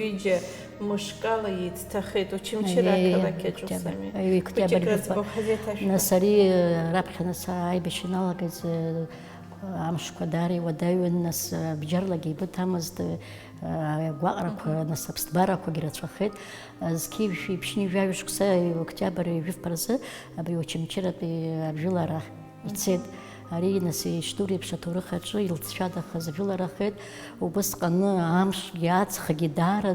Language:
Abkhazian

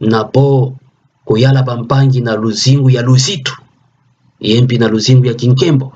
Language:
Kituba (Democratic Republic of Congo)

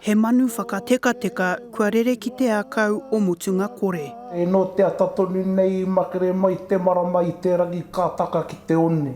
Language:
Māori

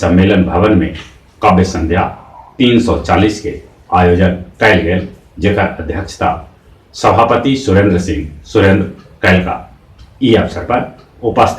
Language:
Magahi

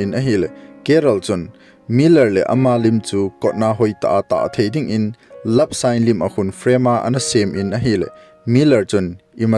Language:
Thado Chin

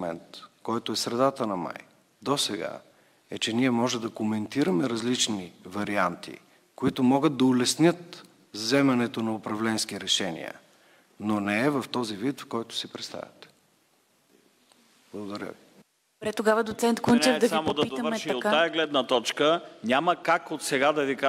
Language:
Bulgarian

